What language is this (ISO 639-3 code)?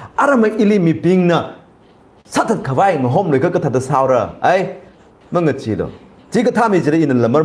nmf